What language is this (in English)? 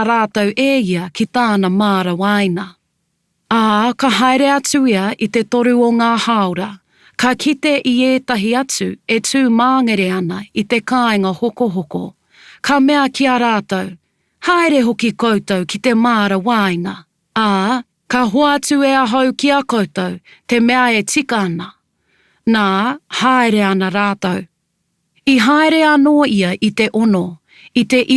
Māori